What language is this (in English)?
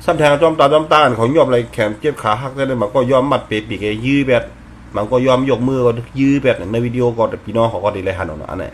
Shan